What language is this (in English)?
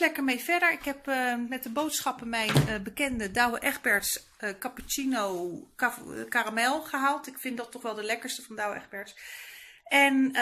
Dutch